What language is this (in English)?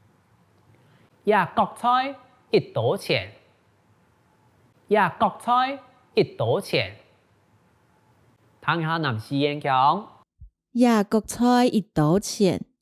Hakka Chinese